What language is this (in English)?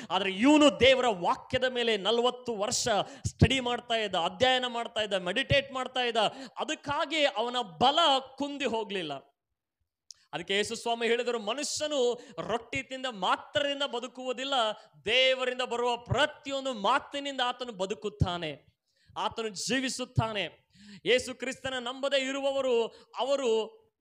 Kannada